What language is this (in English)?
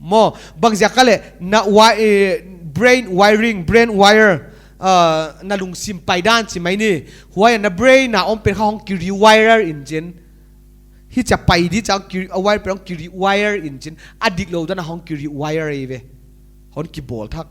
Paite Chin